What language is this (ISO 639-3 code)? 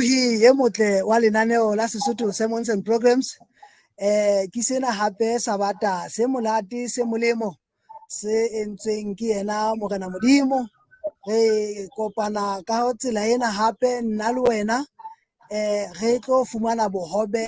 sot